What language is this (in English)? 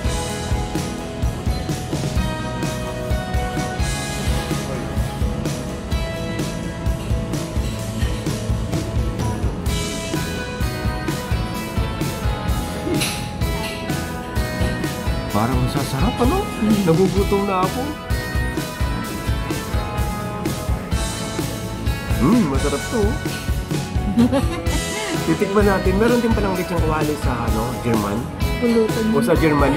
Filipino